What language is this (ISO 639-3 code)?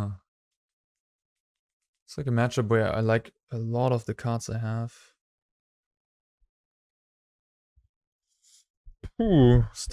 eng